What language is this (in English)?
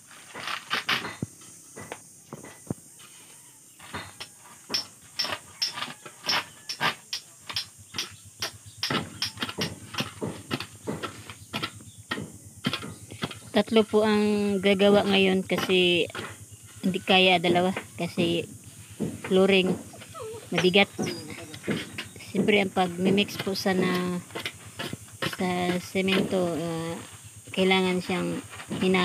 Filipino